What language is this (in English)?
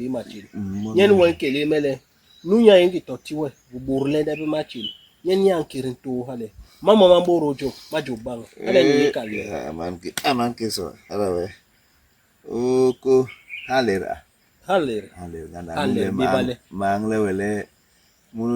Basaa